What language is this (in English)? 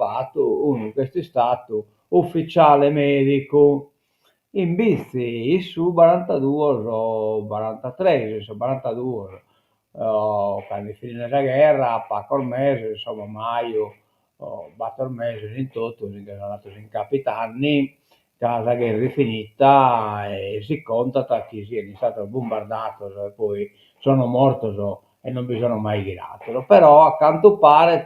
Sardinian